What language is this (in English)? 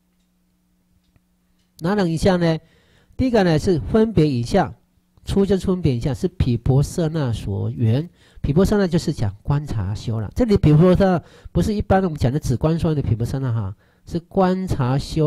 Chinese